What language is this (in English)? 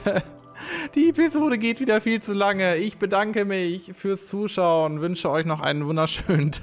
German